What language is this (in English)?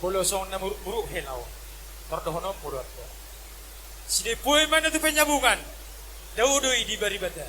Batak Toba